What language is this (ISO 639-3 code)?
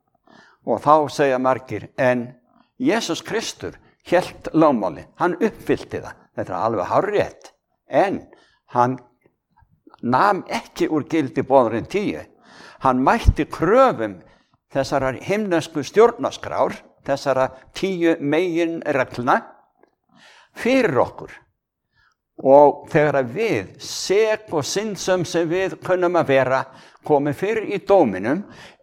isl